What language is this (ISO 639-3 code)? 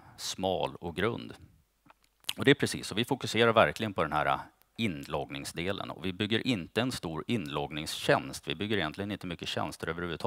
swe